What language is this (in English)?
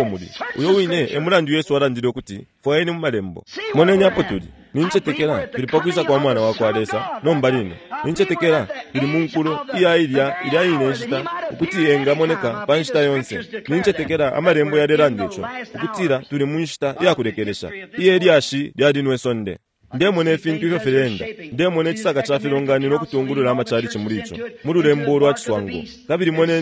Bemba